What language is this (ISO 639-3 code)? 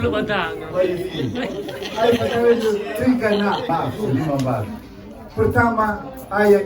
nia